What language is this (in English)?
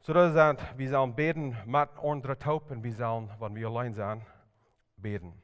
Plautdietsch